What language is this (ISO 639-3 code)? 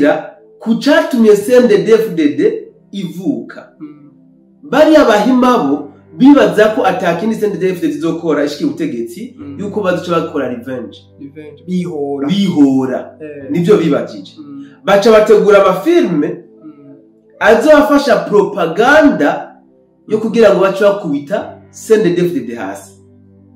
run